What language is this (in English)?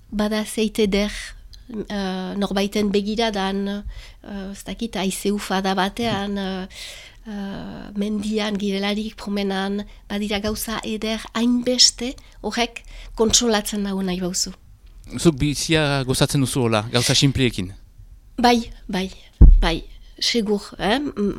Basque